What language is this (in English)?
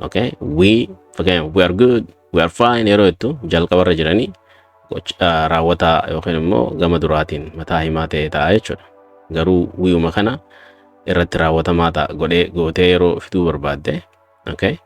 Oromo